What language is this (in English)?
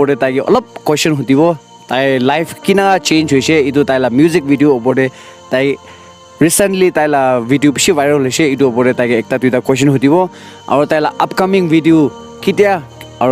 Naga Pidgin